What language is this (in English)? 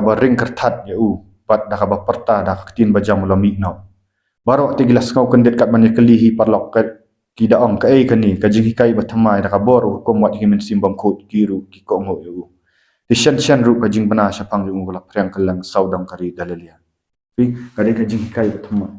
Khasi